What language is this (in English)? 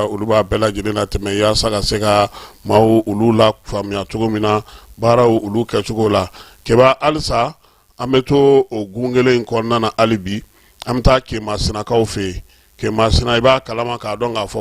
Bambara